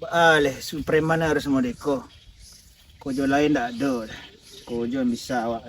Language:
Minangkabau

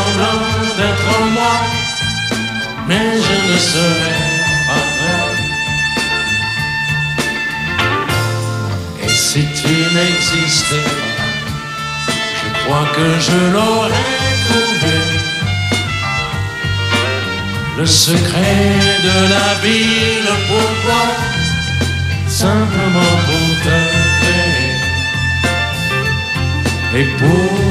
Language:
French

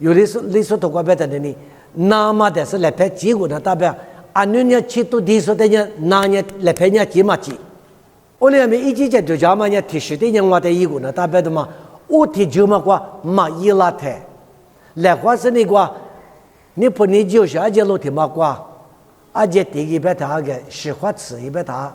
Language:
Lisu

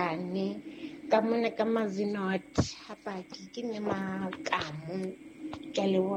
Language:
Southern Sotho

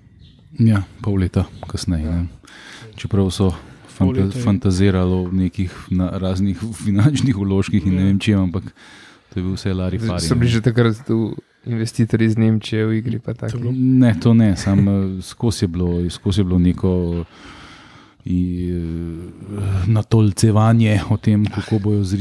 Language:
Slovenian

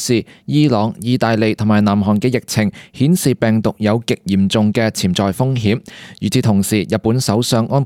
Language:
Cantonese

